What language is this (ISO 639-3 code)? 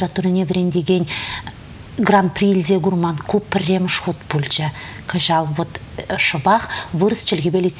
chv